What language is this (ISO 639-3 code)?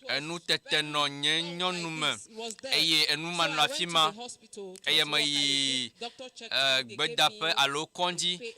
ewe